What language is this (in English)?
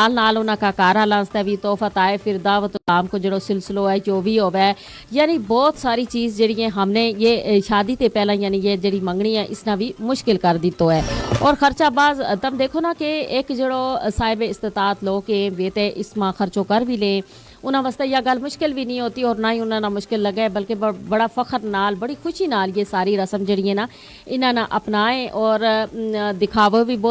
Gujari